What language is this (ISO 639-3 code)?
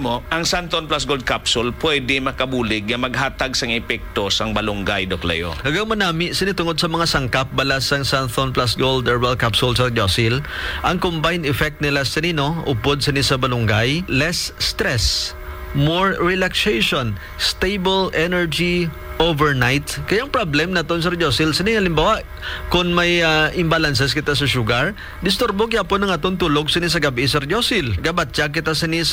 hil